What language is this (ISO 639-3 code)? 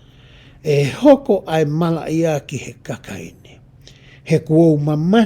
ton